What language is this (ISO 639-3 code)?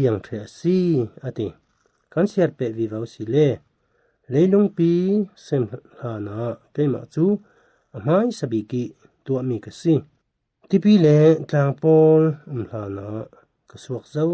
cfm